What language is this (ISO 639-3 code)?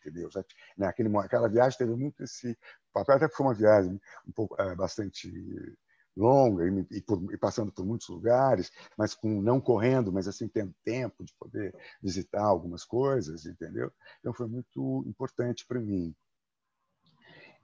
por